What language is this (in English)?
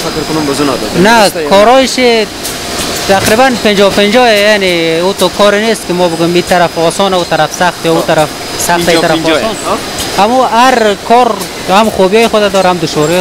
Persian